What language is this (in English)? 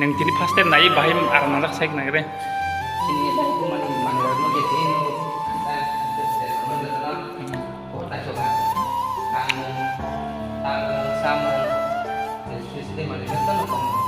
Kok Borok